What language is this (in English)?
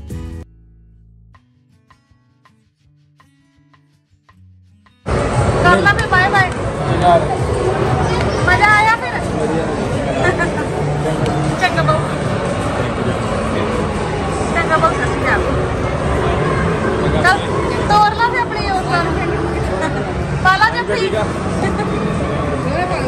Punjabi